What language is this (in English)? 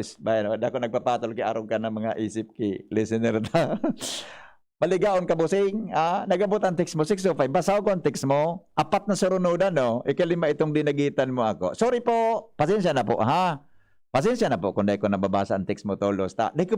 Bikol